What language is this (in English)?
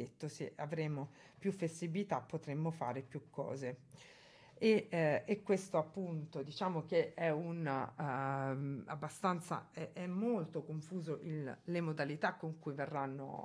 Italian